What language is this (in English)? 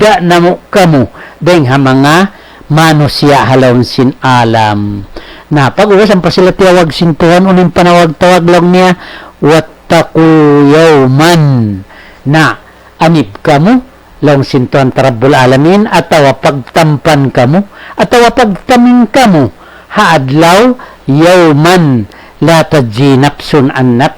Tausug